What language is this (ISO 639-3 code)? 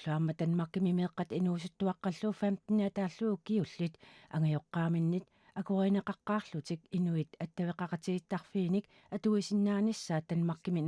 kal